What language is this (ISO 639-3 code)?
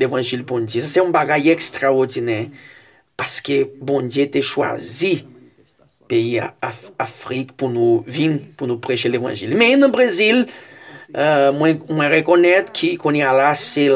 hat